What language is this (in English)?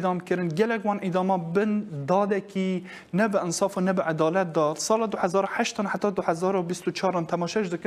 Kurdish